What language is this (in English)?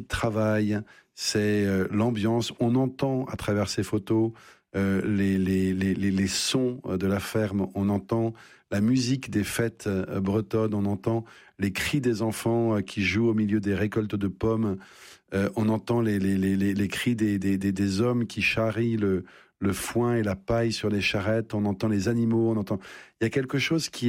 French